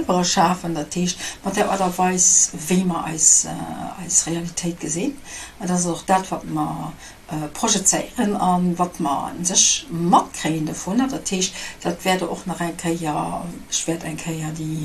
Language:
Luxembourgish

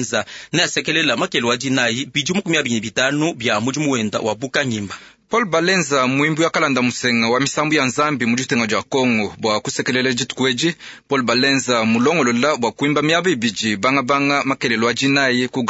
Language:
Luba-Lulua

